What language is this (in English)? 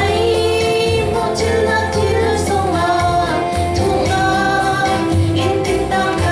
Falam Chin